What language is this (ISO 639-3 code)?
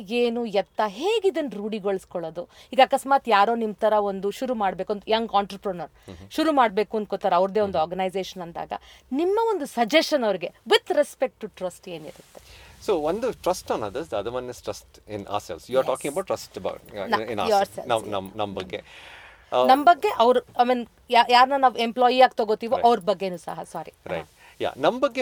kan